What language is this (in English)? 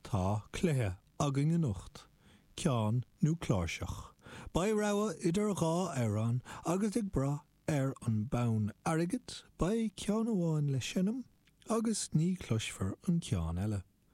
Irish